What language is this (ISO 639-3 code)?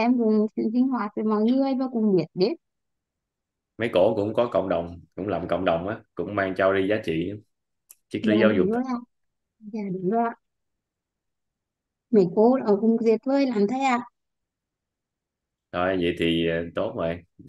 vie